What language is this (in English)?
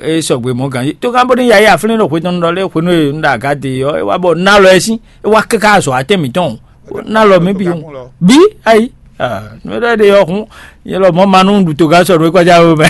Fon